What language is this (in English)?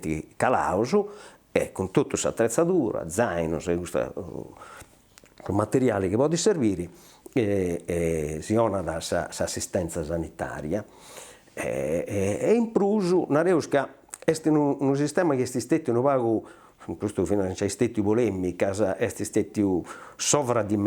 Sardinian